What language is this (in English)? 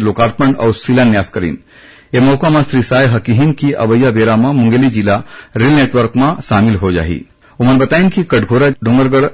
Chhattisgarhi